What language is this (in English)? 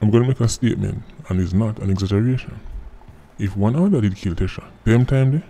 Jamaican Creole English